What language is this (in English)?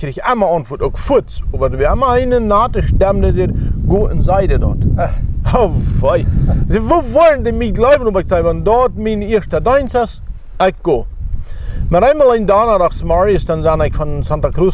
Plautdietsch